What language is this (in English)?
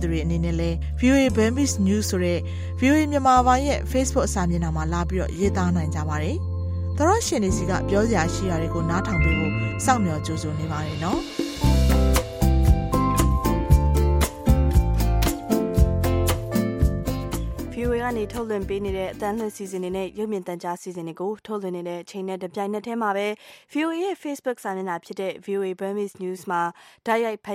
Burmese